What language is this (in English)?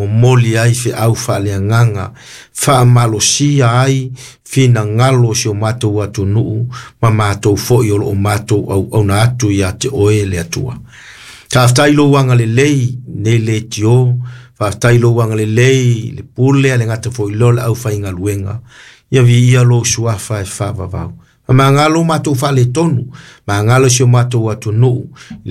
Samoan